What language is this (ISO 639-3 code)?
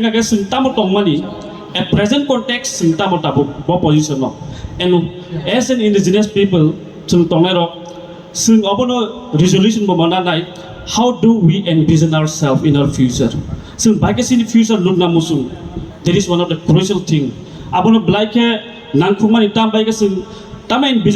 trp